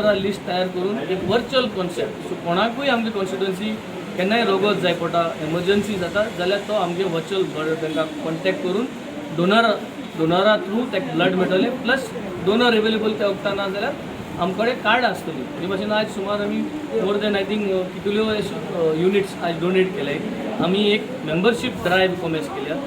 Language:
Konkani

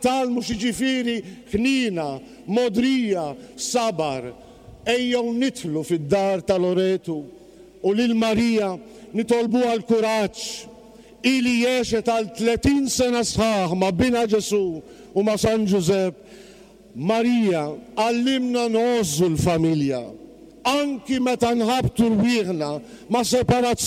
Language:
Maltese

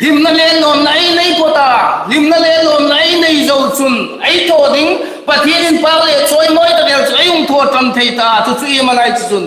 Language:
Hmar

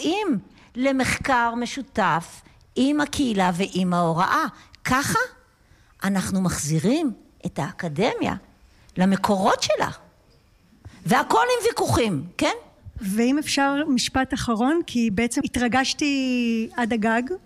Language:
Hebrew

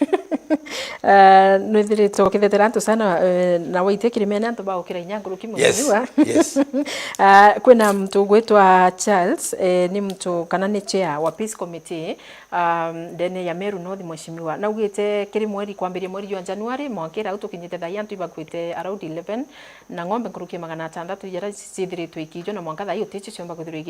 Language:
Meru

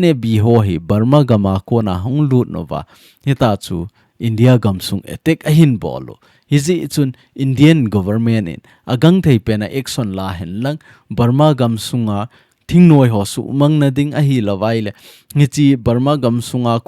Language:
Thado Chin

